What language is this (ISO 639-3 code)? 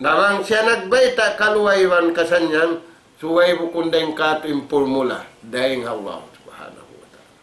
tsg